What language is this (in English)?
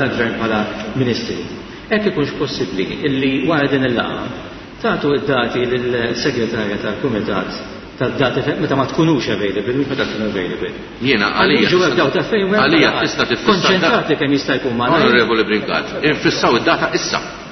Maltese